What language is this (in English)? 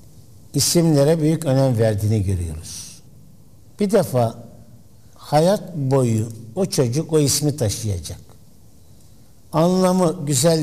Turkish